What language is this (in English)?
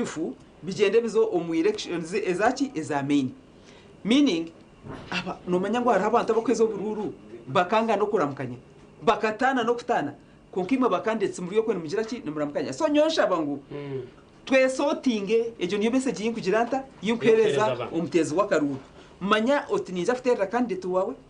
Nyankole